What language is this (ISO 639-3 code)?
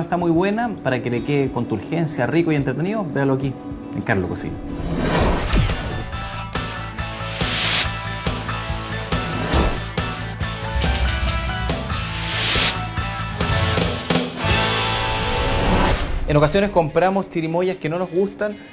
spa